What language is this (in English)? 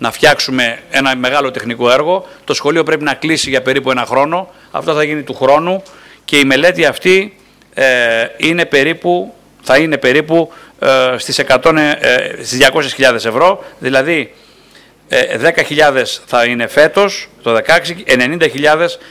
Greek